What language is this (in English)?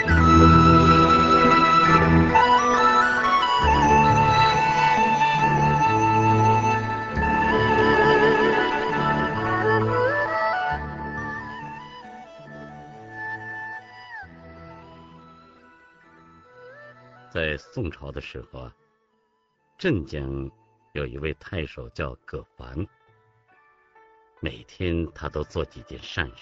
Chinese